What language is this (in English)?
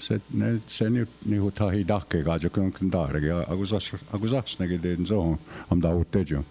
Mohawk